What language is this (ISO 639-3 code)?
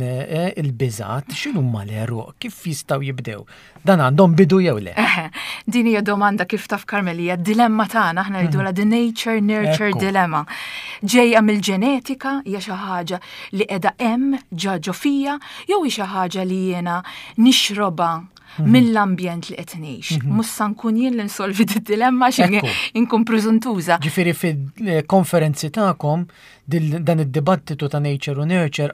mlt